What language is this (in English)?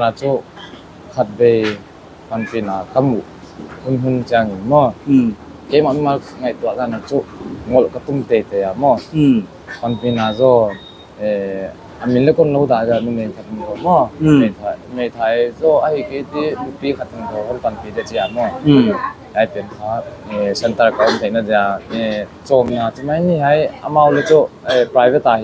Paite Chin